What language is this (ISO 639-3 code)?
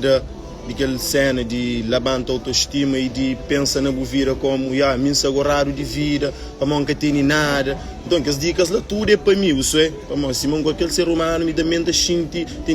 kea